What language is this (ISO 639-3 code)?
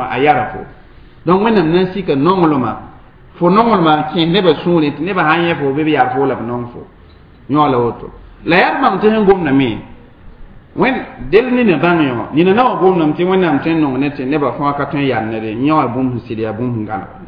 mos